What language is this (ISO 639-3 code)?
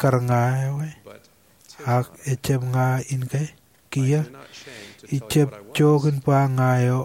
mah